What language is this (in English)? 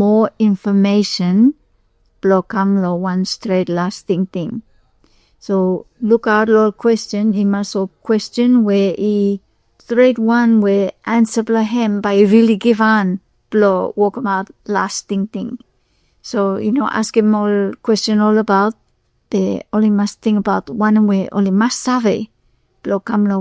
Bislama